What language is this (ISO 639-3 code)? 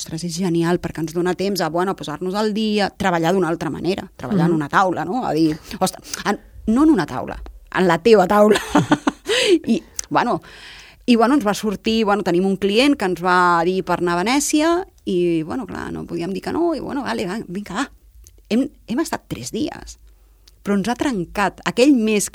cat